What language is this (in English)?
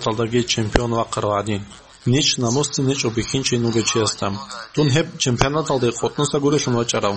Avaric